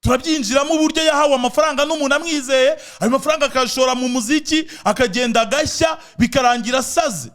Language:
Kinyarwanda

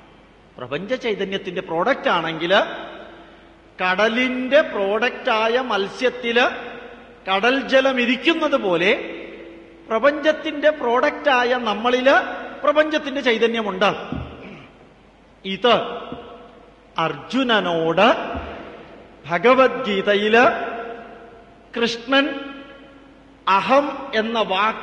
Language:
Malayalam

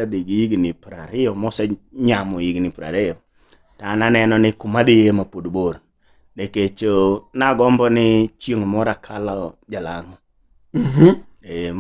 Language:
Luo (Kenya and Tanzania)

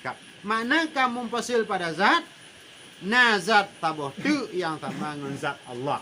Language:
Achinese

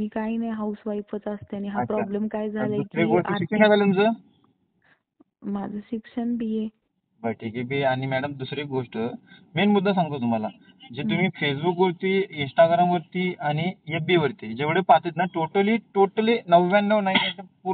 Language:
Marathi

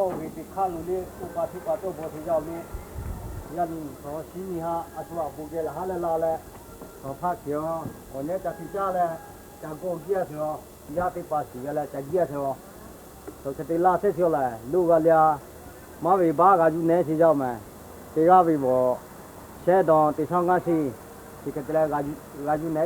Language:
Lahu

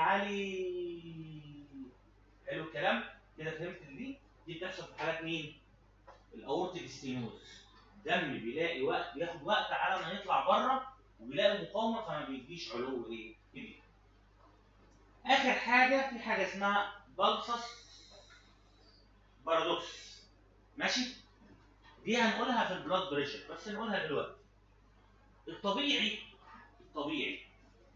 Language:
Egyptian Arabic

